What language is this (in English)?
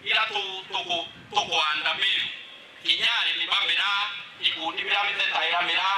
Meru